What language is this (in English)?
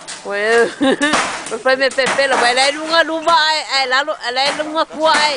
Samoan